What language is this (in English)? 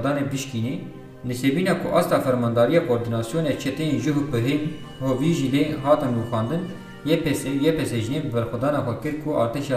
Kurdish